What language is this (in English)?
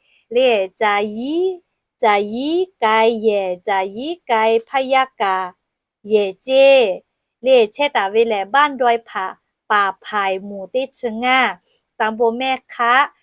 Lahu